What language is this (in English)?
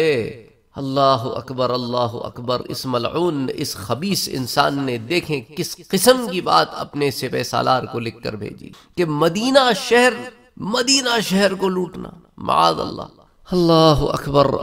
Urdu